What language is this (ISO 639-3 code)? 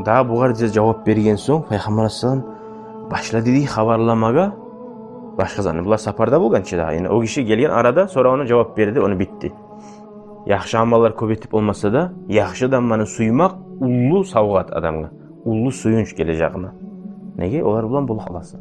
kum